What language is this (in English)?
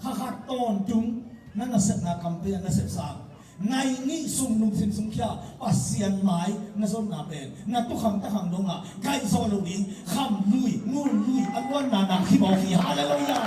Tedim Chin